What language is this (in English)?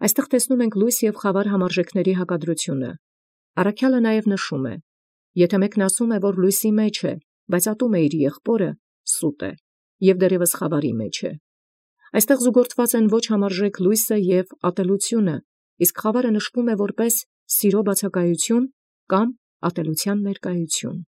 Armenian